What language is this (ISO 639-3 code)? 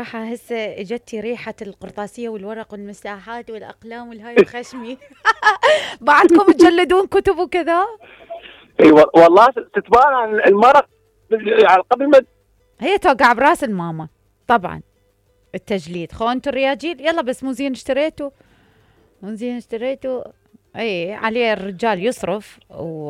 acm